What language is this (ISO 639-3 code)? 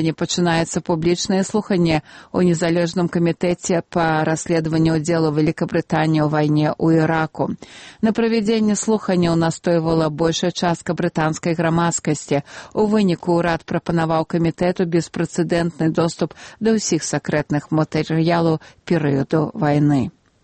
bel